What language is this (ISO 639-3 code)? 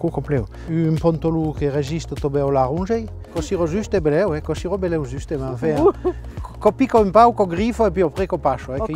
oci